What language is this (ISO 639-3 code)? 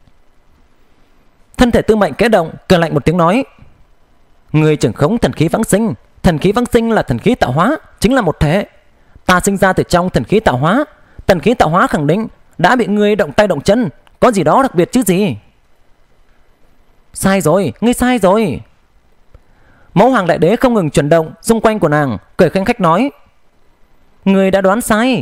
vie